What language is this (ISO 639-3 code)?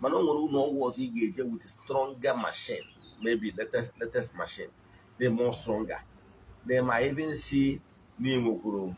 ibo